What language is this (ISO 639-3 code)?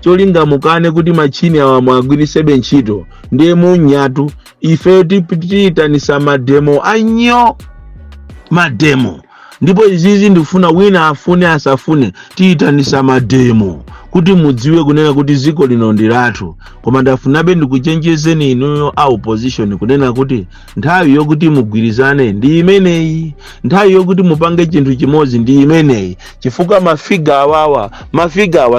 nya